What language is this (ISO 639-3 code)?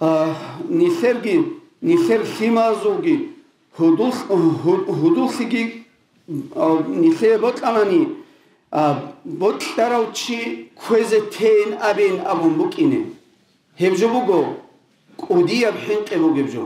ava